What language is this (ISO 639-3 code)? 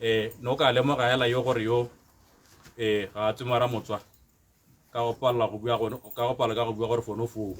tsn